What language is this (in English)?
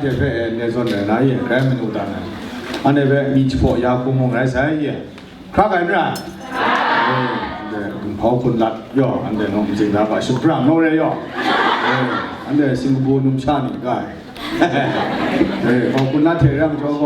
Kachin